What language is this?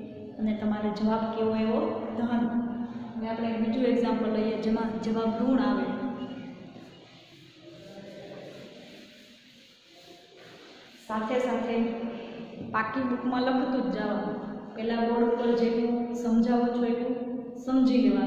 Gujarati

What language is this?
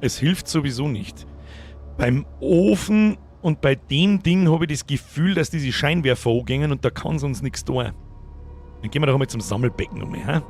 Bavarian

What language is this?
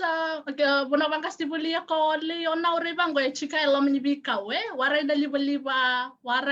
Fijian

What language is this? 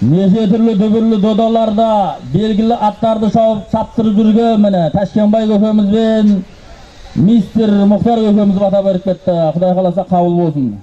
Kazakh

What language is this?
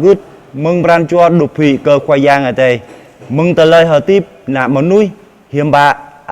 Jarai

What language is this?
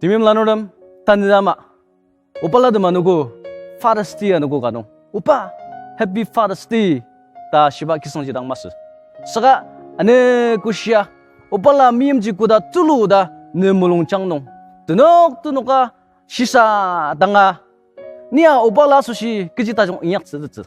Ao Naga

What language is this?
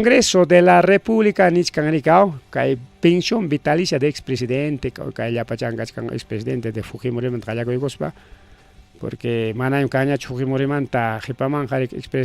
Ayacucho Quechua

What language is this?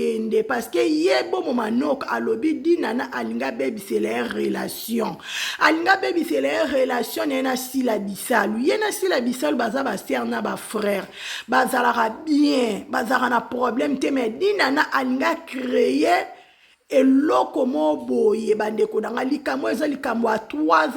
Lingala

